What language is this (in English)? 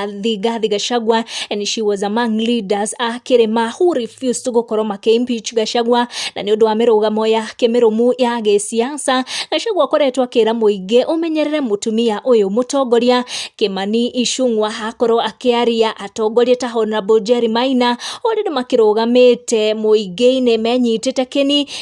Kikuyu